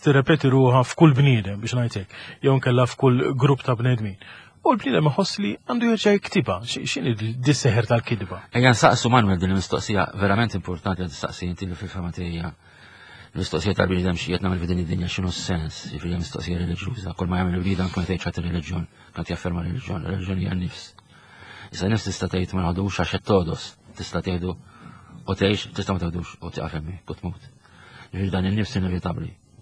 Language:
Maltese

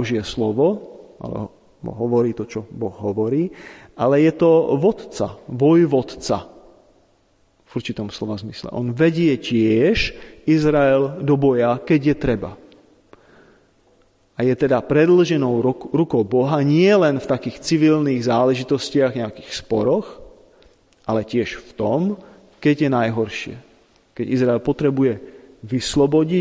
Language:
Slovak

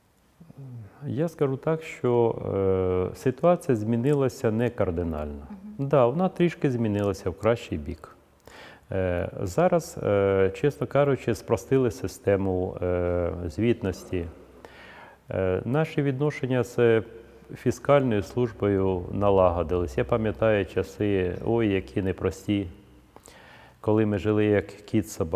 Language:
Ukrainian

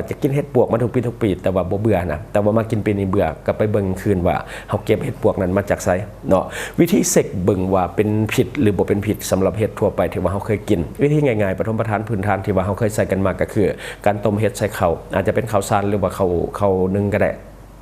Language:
Lao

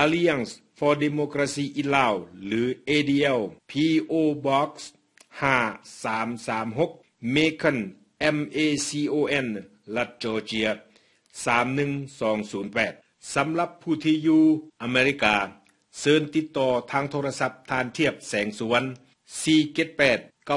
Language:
Lao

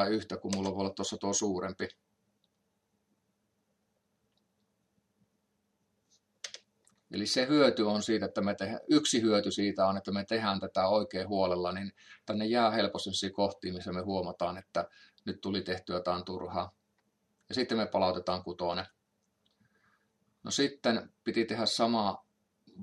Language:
Finnish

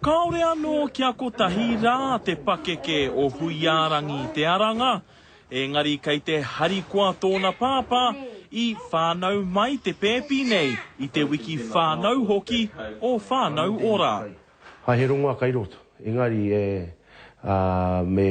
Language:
Māori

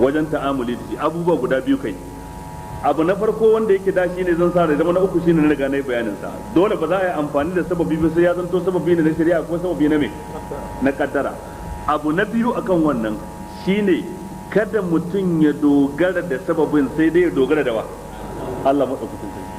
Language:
Hausa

